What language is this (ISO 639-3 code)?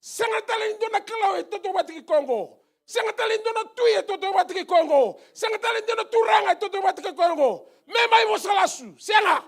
fij